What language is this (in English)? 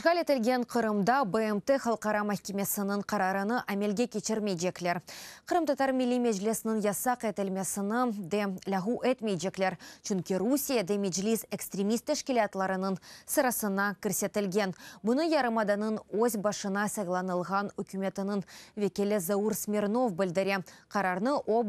Crimean Tatar